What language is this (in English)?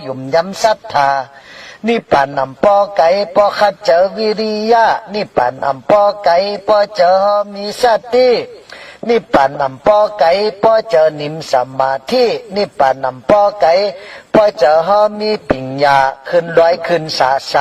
Shan